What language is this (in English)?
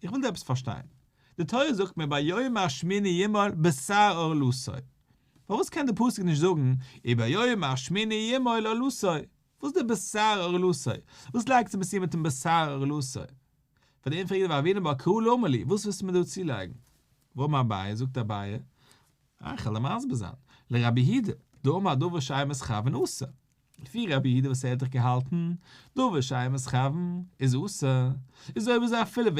Yiddish